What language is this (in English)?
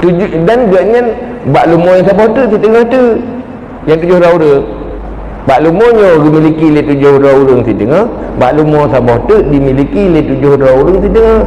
Achinese